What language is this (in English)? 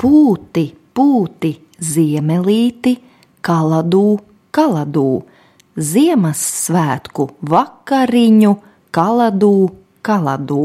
Latvian